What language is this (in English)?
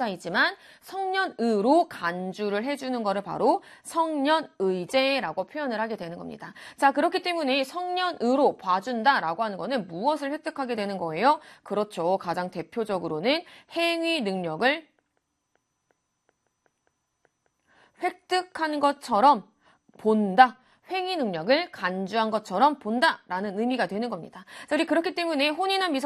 Korean